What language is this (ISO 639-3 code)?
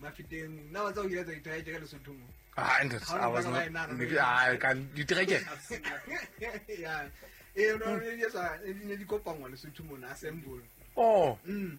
sot